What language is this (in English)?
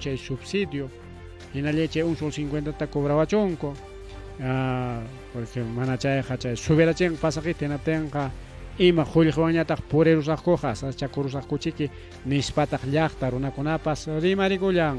Ayacucho Quechua